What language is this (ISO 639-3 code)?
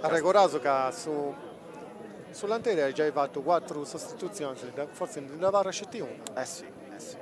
srd